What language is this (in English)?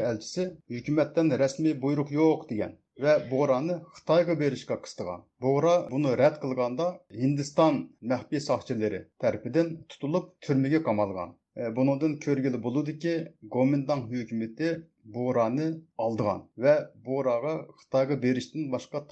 Uyghur